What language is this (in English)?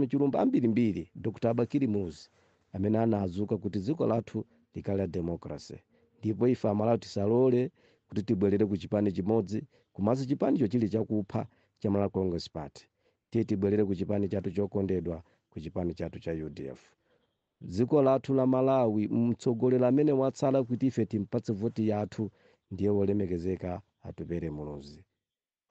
Nyanja